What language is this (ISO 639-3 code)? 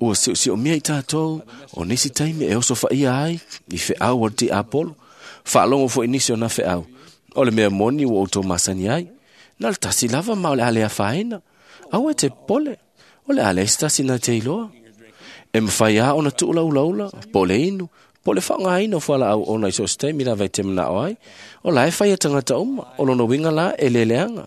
smo